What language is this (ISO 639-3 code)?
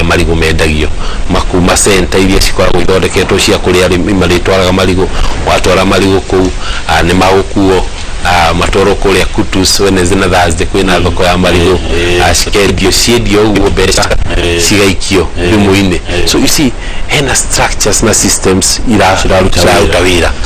kik